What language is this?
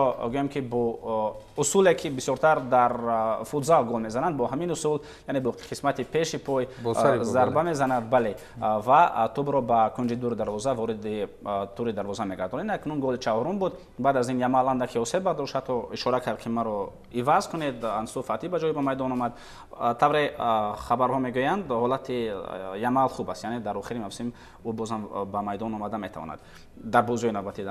Tajik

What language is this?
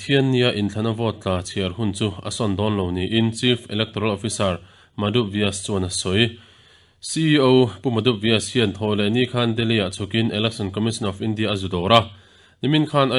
Mizo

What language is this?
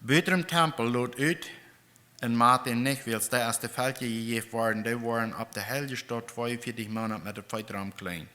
Plautdietsch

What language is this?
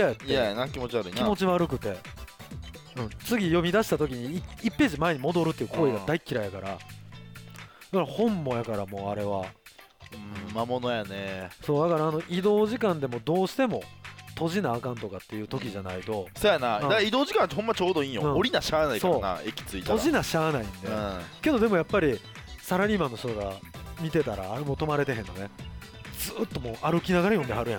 Japanese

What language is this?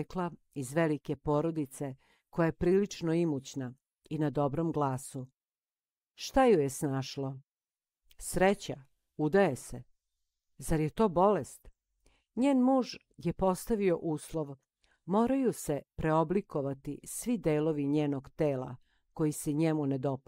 Serbian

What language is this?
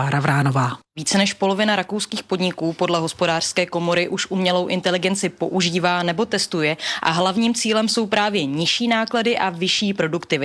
Czech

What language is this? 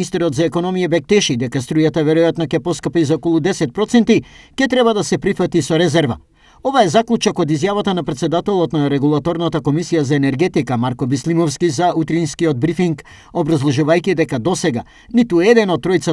Macedonian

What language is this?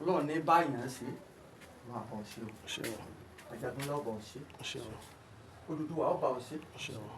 Yoruba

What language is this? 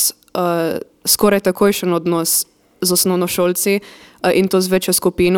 Slovenian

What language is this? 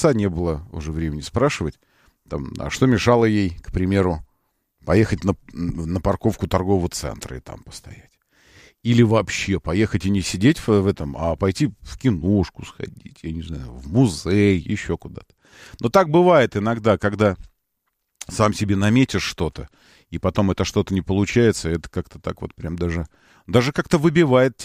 Russian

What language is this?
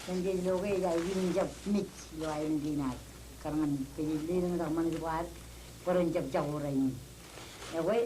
Marshallese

